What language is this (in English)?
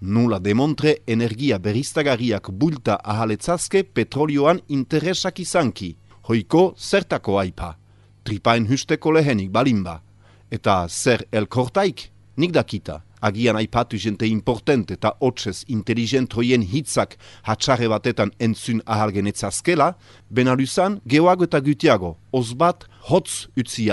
Basque